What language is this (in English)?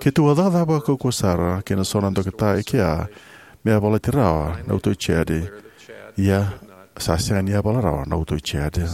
Fijian